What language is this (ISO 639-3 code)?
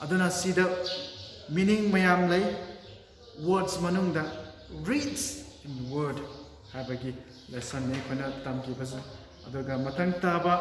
mni